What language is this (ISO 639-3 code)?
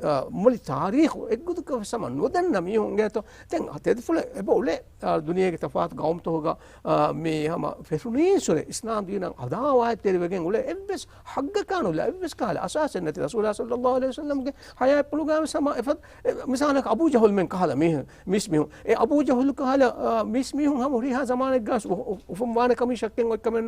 div